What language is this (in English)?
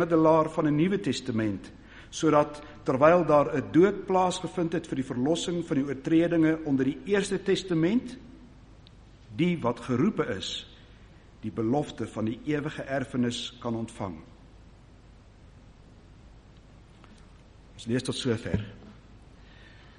Afrikaans